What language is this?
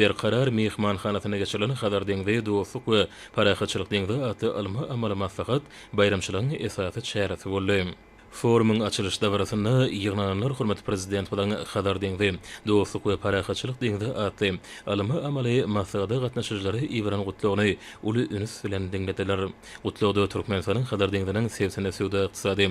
Turkmen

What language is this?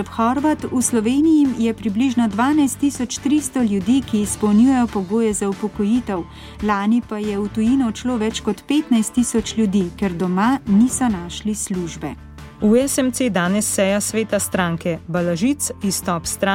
Slovenian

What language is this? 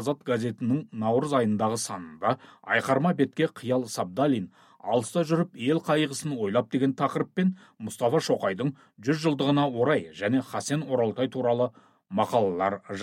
Kazakh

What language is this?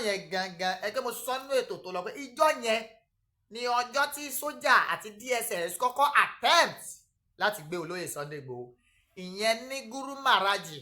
Yoruba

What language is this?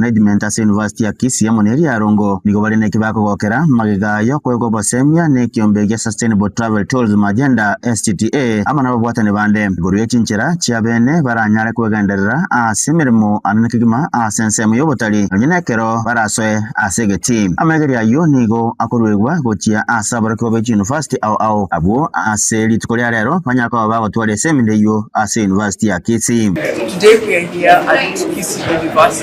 Gusii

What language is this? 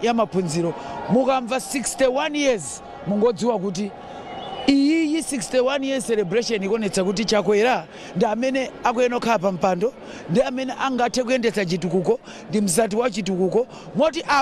Nyanja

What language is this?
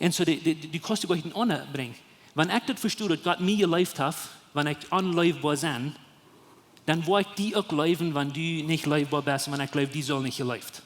Plautdietsch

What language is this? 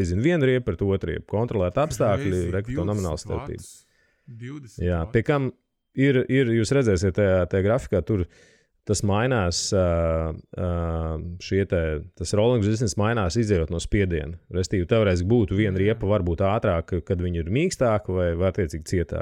Latvian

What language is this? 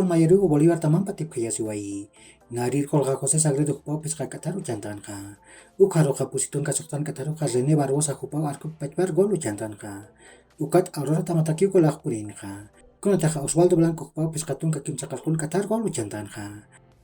Aymara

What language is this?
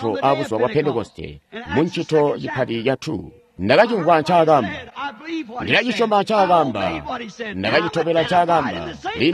Tonga (Zambia)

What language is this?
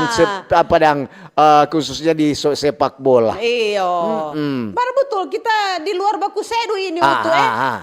Manado Malay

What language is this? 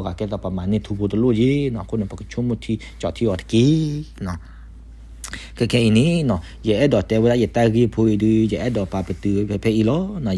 S'gaw Karen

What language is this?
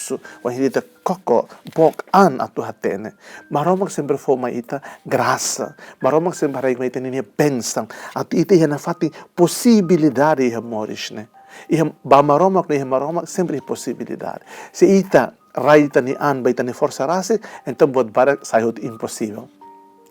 Tetum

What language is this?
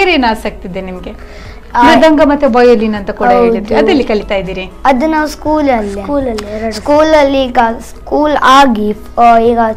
Kannada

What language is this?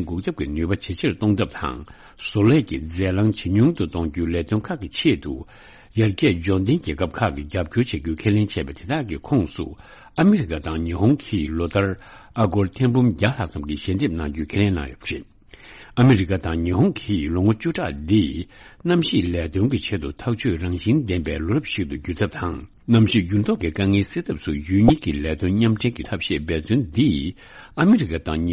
Tibetan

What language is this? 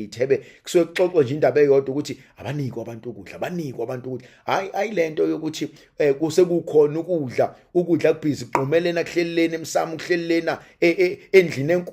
Zulu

